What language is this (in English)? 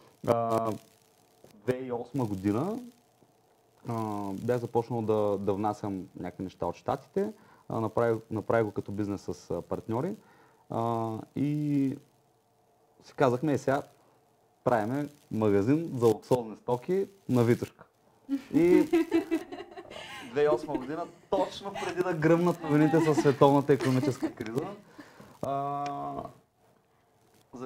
Bulgarian